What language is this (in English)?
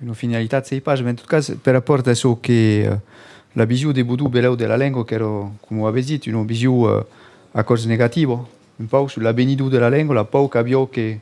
Occitan